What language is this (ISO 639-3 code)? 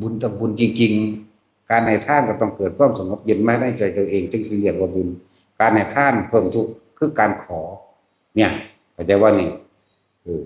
tts